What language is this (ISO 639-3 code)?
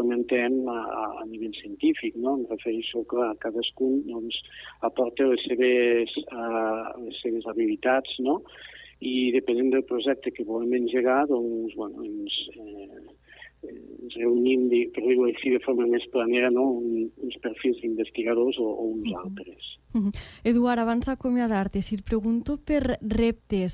cat